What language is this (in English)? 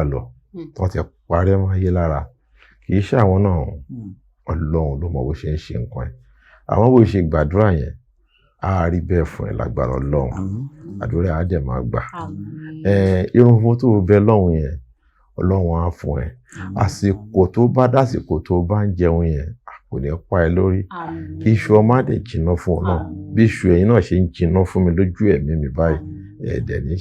Yoruba